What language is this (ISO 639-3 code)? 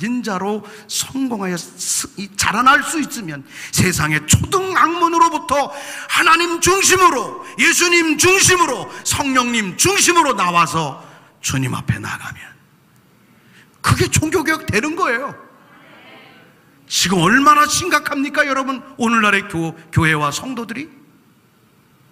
kor